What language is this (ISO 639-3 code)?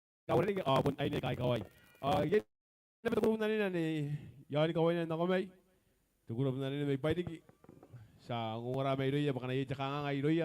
gil